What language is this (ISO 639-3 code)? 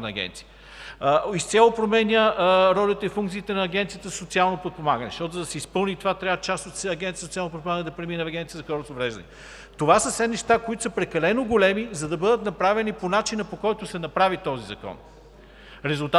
bul